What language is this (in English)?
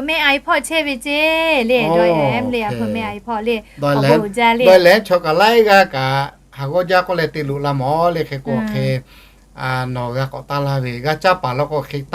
Lahu